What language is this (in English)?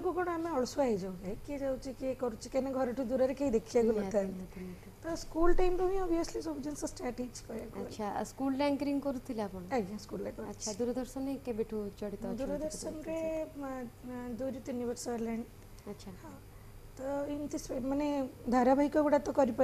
Odia